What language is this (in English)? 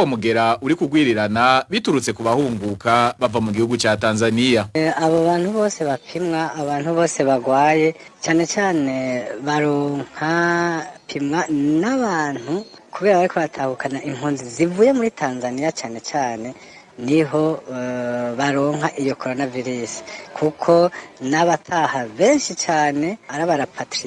Rundi